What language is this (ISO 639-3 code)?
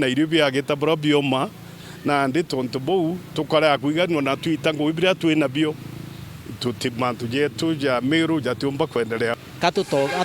mer